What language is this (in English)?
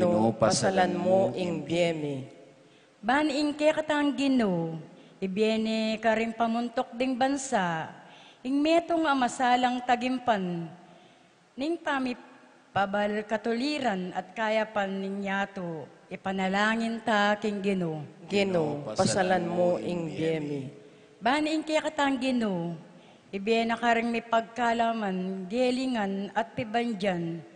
Pampanga